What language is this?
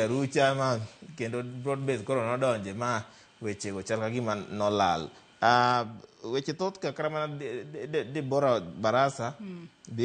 Luo (Kenya and Tanzania)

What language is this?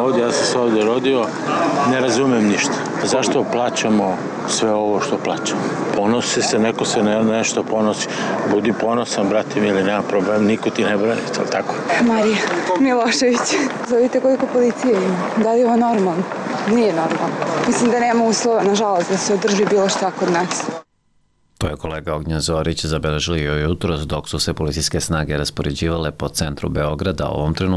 Serbian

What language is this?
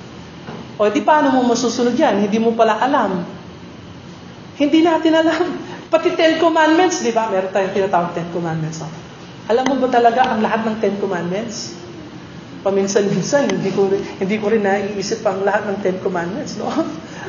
Filipino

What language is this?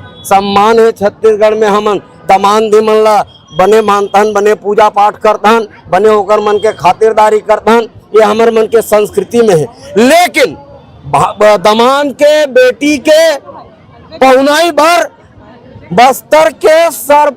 Chhattisgarhi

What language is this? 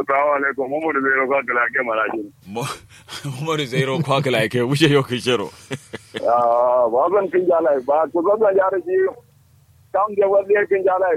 Kanuri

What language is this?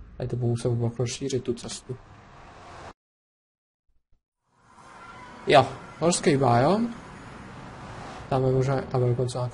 Czech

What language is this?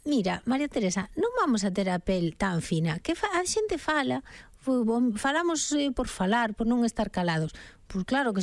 Galician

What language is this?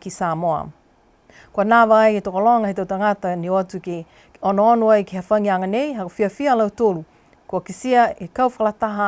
Niuean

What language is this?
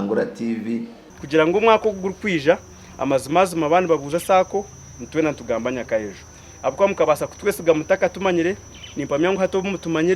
Nyankole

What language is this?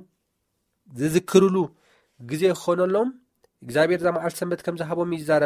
Tigrinya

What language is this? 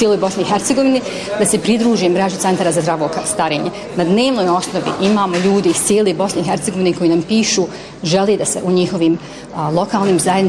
Bosnian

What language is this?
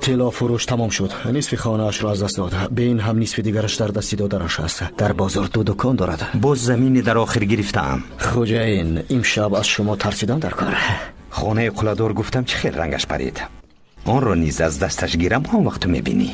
Tajik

